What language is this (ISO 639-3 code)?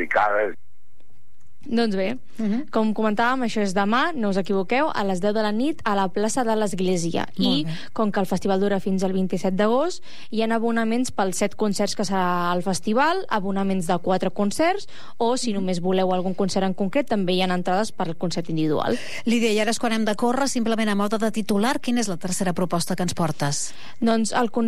cat